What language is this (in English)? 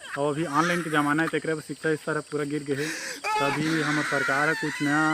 Chhattisgarhi